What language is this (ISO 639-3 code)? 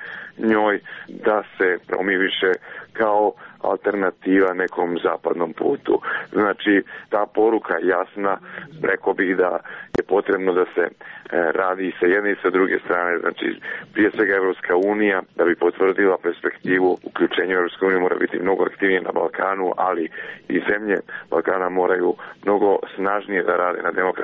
srp